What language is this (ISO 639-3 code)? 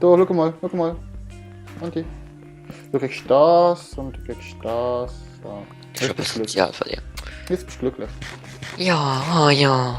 gsw